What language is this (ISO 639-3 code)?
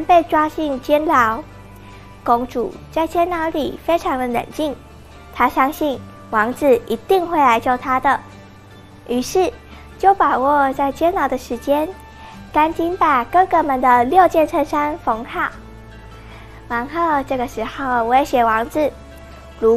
zho